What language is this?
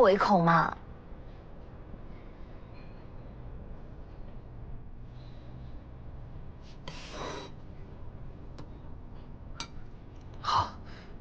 Chinese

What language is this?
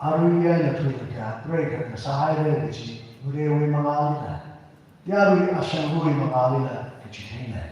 Tangkhul Naga (India)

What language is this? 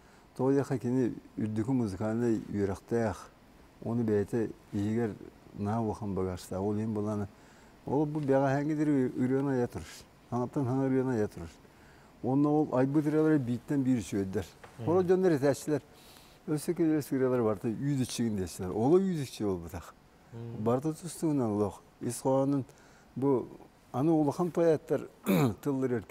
Yakut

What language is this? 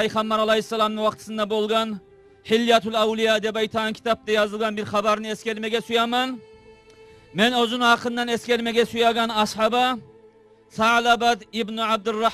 Kumyk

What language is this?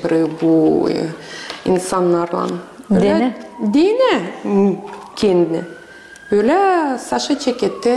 Gagauz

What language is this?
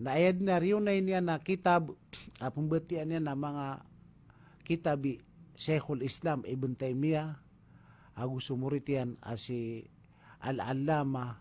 Maranao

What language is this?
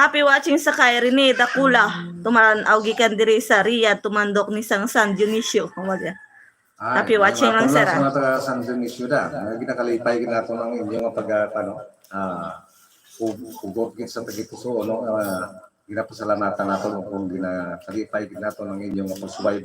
Hiligaynon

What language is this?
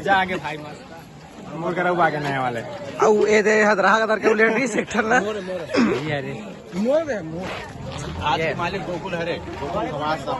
Chhattisgarhi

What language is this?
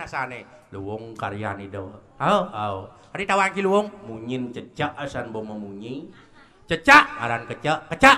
Balinese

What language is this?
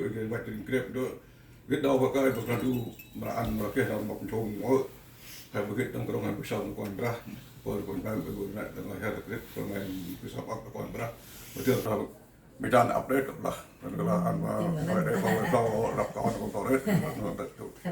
Central Mnong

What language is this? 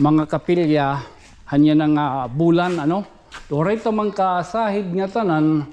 Waray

